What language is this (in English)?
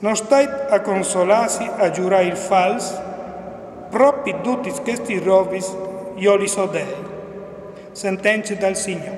Friulian